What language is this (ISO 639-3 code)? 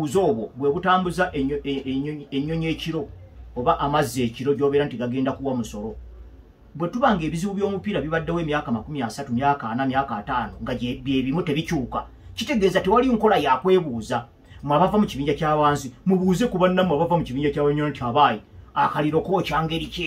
lug